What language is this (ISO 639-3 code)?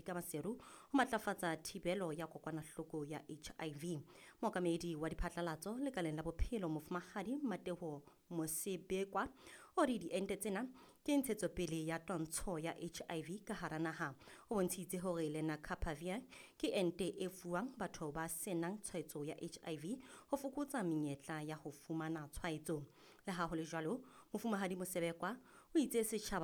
sot